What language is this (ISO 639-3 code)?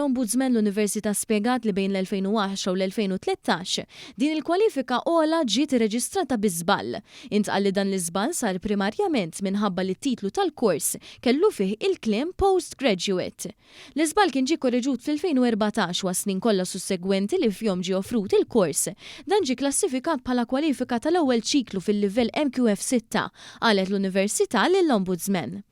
mlt